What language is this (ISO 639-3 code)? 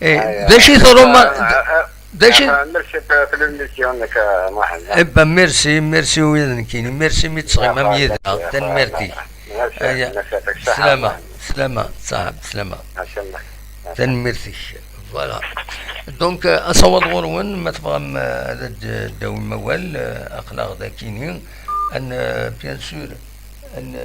kab